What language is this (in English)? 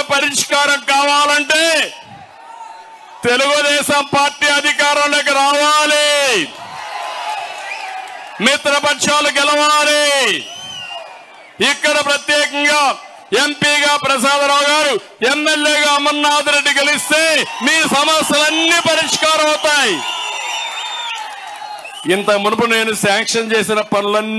Telugu